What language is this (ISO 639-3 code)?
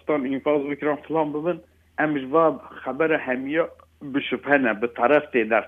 kur